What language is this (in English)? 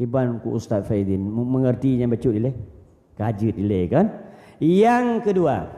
Achinese